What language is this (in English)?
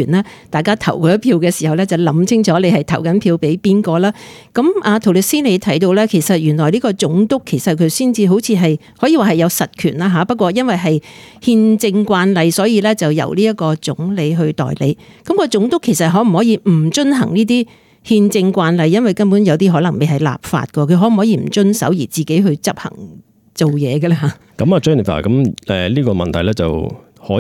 Cantonese